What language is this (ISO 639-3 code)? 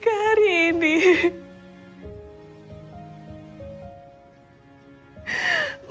ind